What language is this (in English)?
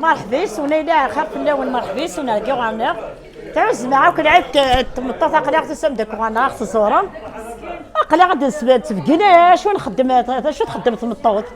Kabyle